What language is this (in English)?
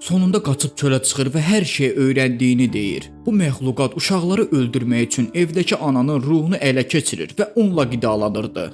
Azerbaijani